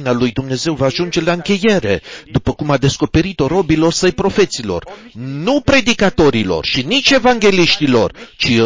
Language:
Romanian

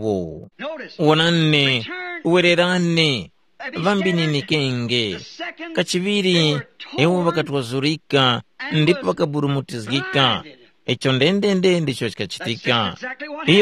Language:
Tumbuka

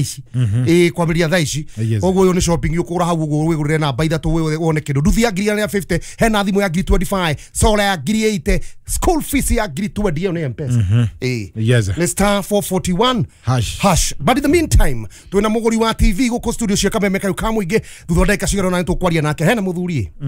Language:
Kikuyu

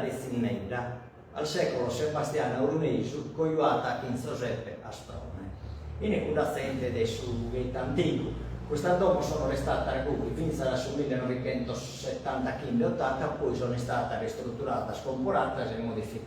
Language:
Sardinian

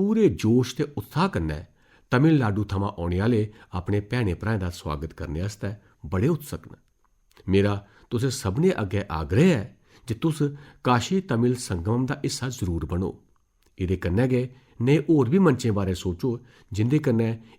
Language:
Dogri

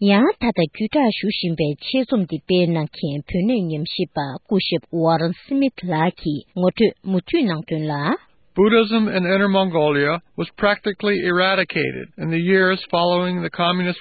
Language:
Tibetan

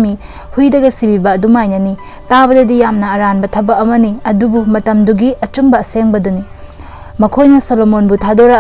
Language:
Manipuri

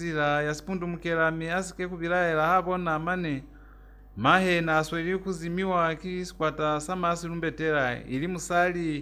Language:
Lozi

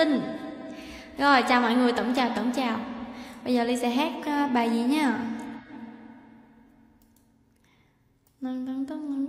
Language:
Vietnamese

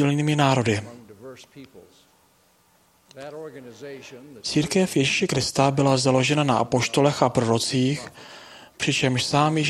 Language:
Czech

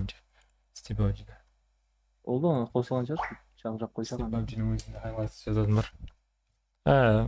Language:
Kara-Kalpak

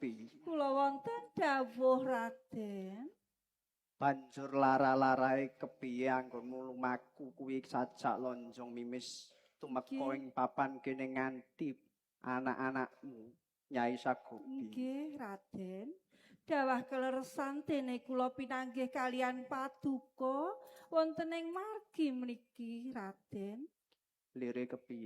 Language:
Javanese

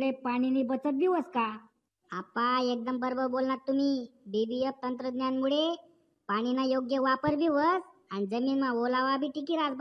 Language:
Marathi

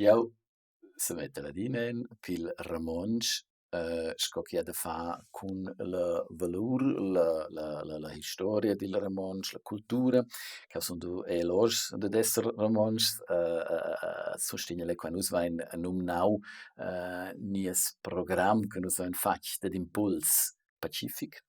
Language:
Romansh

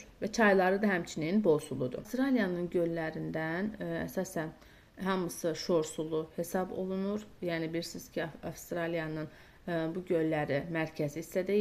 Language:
Azerbaijani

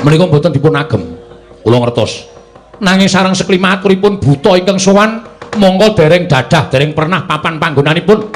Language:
Javanese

